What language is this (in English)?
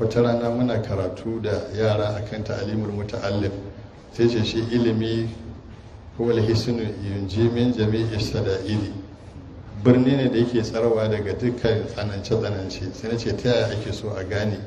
Hausa